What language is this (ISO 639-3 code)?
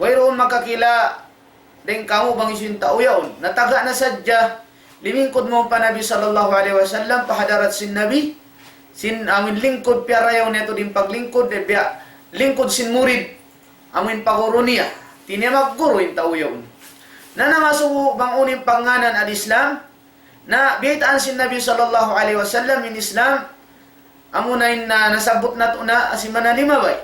tsg